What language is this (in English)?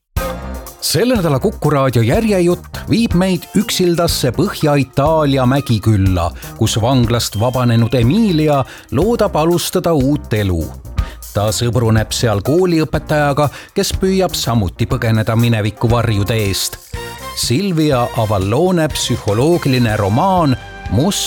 Estonian